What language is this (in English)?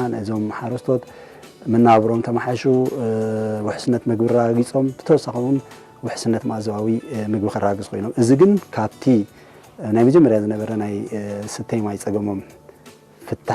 Tigrinya